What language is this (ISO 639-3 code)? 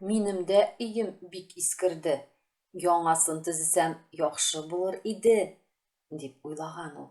tat